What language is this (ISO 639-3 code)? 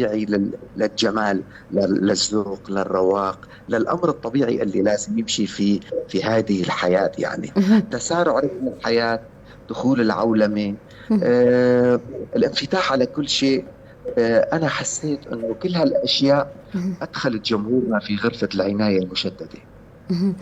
apc